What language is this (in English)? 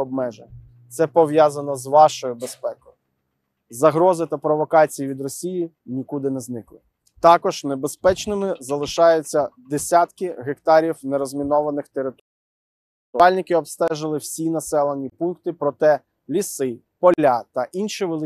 Ukrainian